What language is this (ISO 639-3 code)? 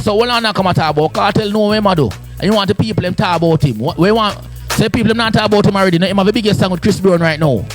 jam